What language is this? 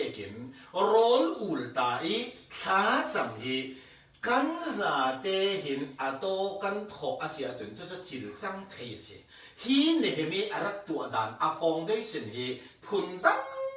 Falam Chin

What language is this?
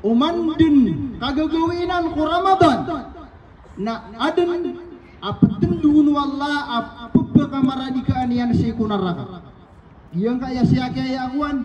Maranao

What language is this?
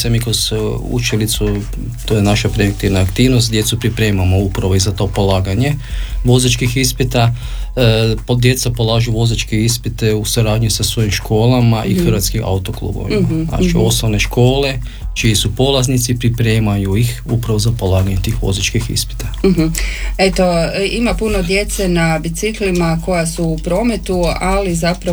Croatian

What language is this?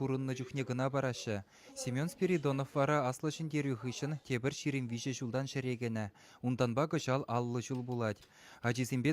Chuvash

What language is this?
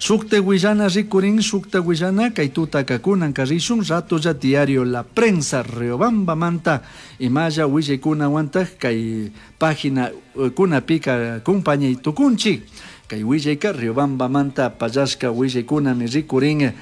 Chimborazo Highland Quichua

